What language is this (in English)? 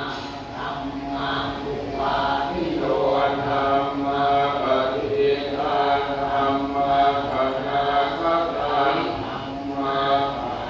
Pali